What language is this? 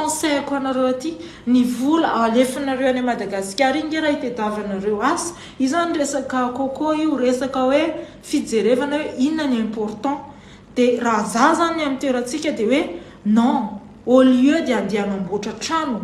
Malagasy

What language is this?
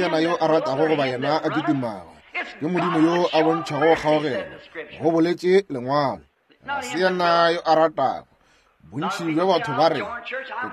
Northern Sotho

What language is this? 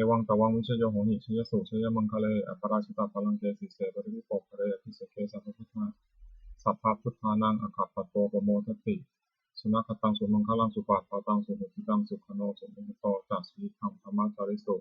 Pali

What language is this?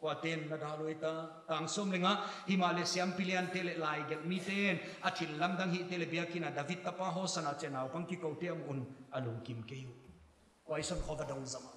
Paite Chin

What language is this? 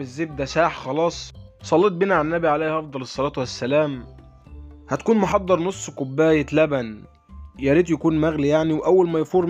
Egyptian Arabic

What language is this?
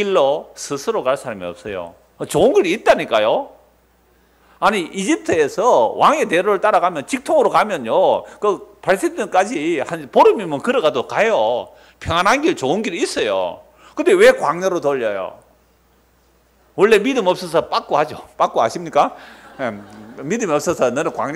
Korean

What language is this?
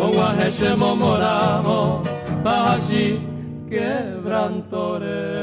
Guarani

